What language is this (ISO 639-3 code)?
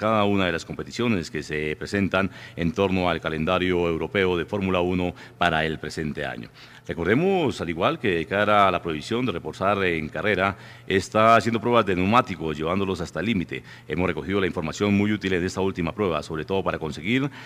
spa